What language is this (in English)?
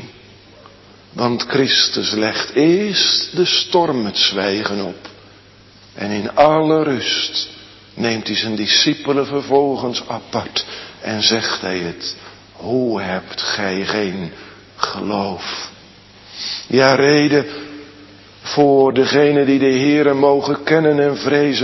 Dutch